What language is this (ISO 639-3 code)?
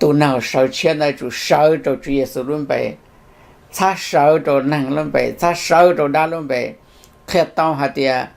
hmn